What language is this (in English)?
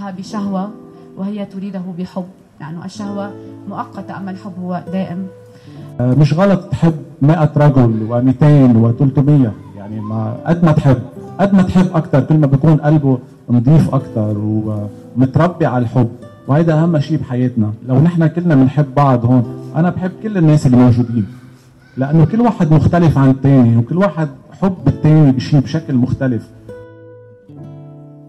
North Levantine Arabic